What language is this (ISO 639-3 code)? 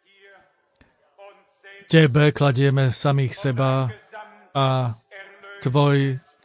slk